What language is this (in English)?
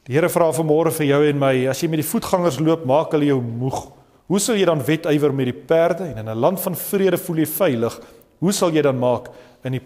Afrikaans